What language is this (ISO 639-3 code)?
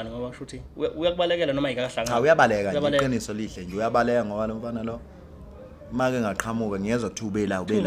zul